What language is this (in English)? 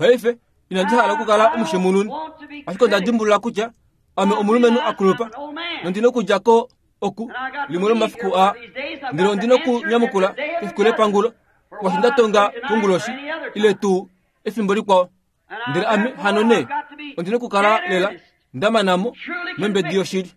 Kuanyama